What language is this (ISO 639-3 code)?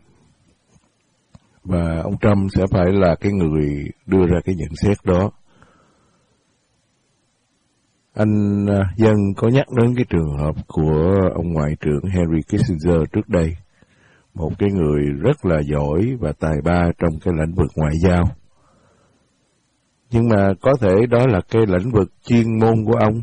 vie